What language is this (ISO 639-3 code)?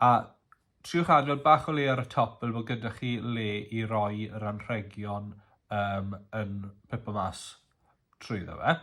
cym